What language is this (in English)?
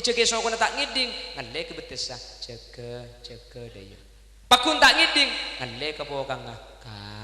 Madurese